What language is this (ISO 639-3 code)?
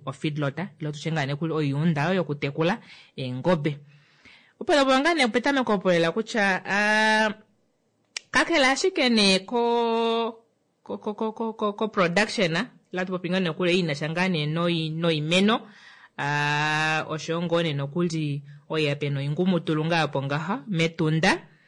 kua